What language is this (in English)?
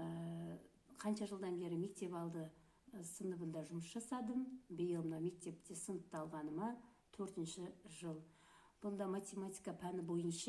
Kazakh